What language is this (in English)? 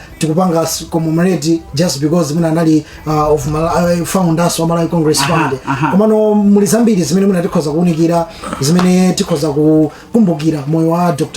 Nyanja